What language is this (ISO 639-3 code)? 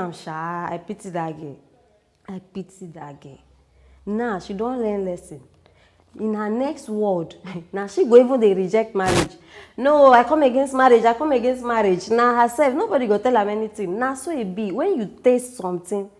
pcm